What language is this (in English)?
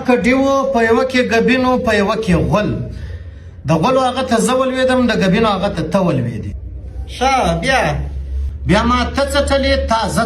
Pashto